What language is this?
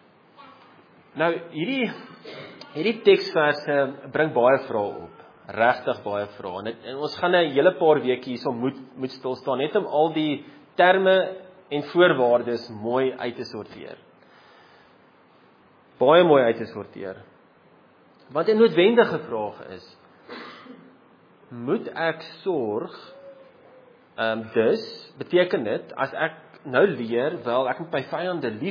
Afrikaans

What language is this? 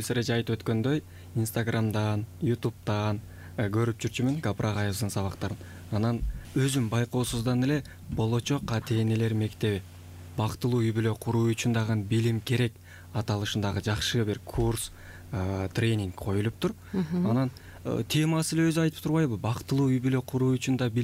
Kyrgyz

